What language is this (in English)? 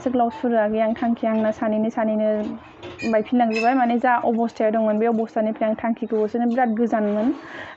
Bodo